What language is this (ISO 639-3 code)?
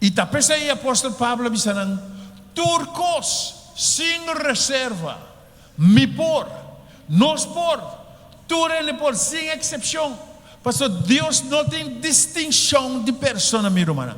pap